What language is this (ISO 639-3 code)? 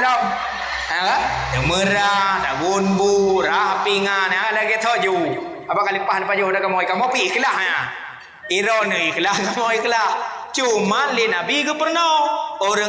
ace